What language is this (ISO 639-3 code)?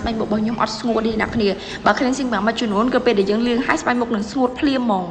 khm